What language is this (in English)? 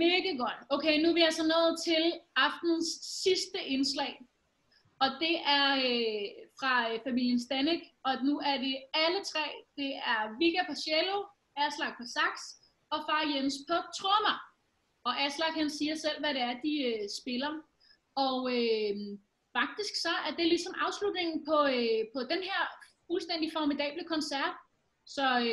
Danish